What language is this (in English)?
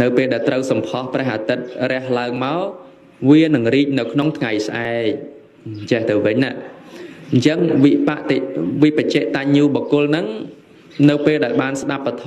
Khmer